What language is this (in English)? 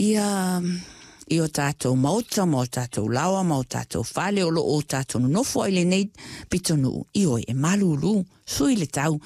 Samoan